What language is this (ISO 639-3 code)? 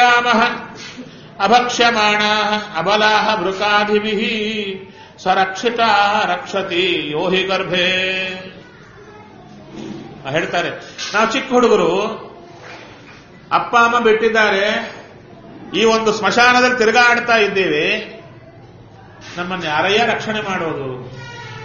kan